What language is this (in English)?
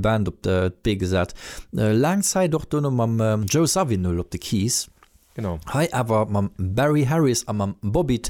Luxembourgish